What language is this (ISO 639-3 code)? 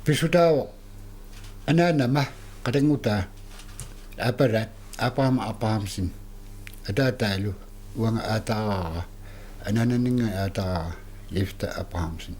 kal